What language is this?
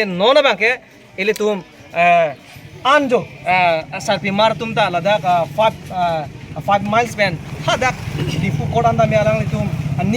Karbi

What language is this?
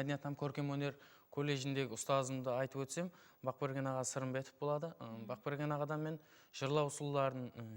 Kara-Kalpak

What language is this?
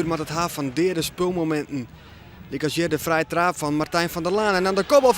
Western Frisian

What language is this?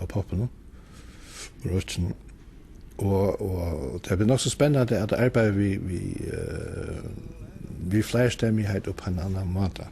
Faroese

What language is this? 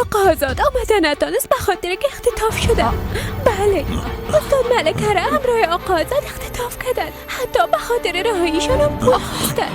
Persian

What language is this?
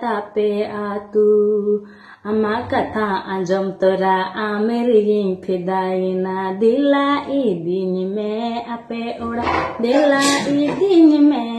Santali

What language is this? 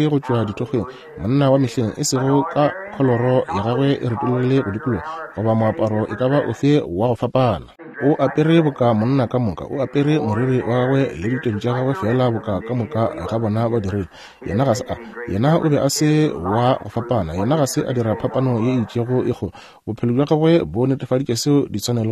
Northern Sotho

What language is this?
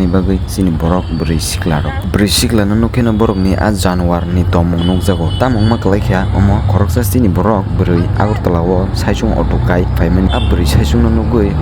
Kok Borok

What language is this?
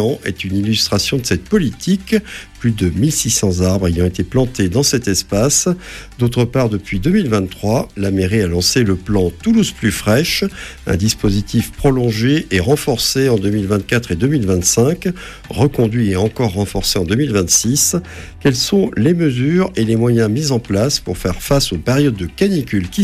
French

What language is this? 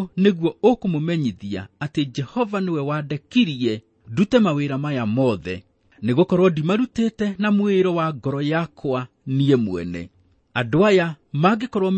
Kikuyu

